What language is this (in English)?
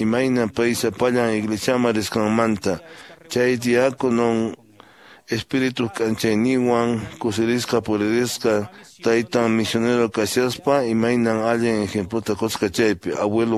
Quechua